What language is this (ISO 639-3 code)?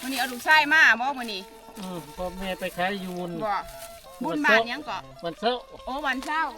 tts